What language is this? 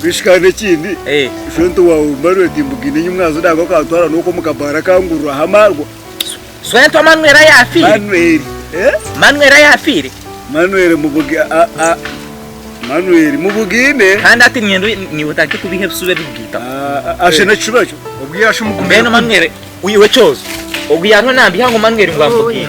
Nyankole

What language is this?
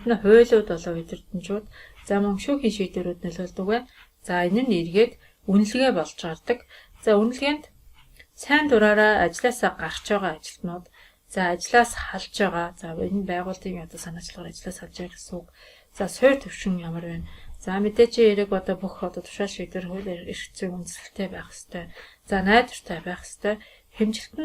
Mongolian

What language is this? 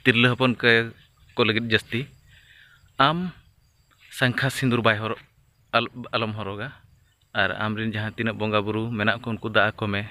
Santali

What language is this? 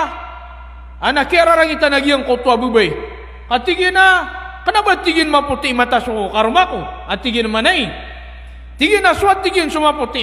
Maranao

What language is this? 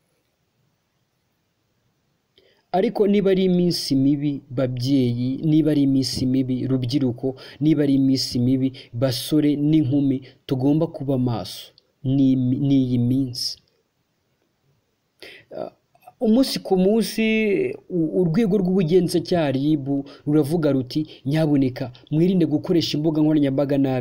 Kinyarwanda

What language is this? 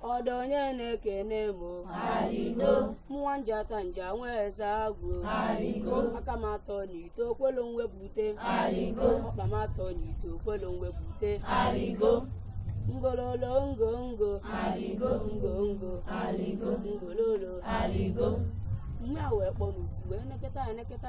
Igbo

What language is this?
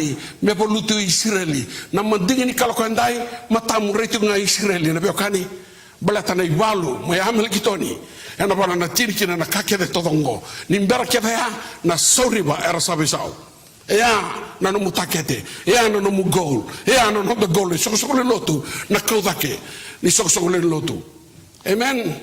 Fijian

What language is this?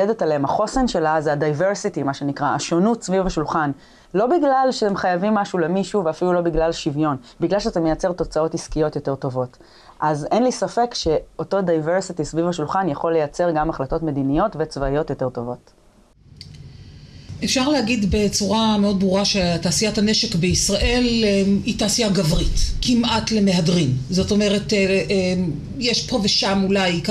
Hebrew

